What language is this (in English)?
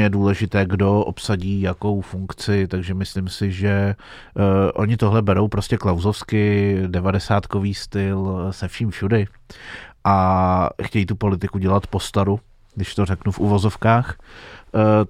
Czech